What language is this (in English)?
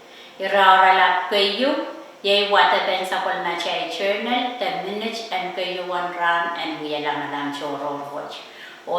Pohnpeian